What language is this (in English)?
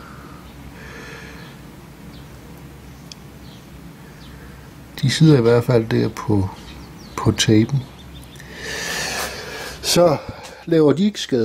Danish